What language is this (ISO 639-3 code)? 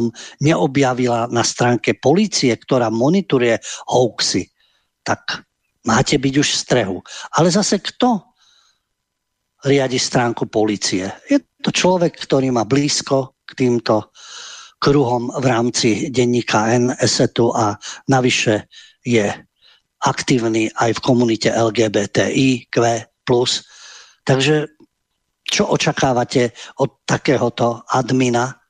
slk